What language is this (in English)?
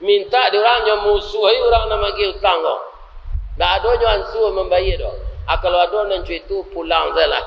Minangkabau